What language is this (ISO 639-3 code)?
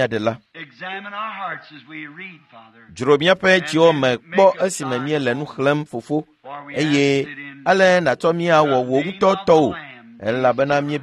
ewe